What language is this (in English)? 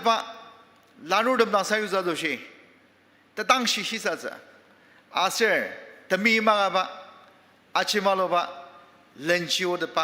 Ao Naga